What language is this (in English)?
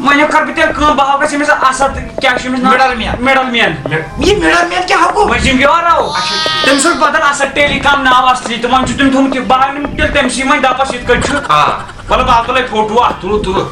Kashmiri